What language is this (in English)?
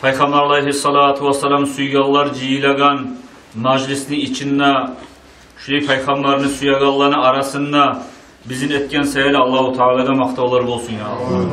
Kumyk